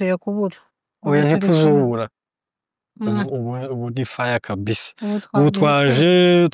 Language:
Rundi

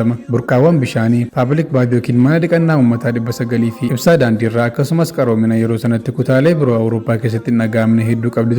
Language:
Oromo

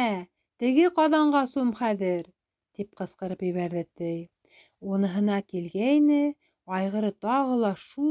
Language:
Bashkir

